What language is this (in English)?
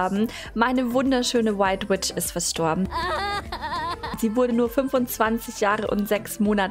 German